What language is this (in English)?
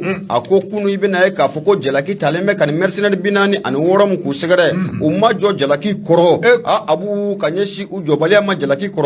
Bambara